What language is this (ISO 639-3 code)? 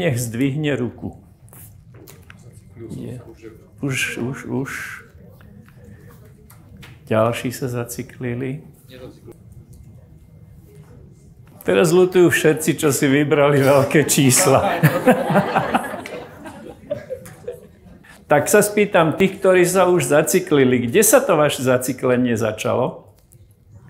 slk